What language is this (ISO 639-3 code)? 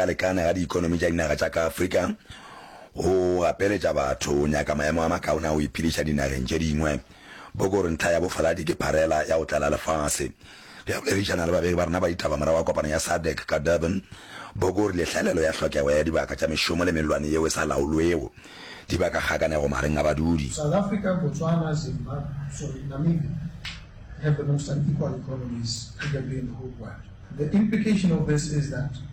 nso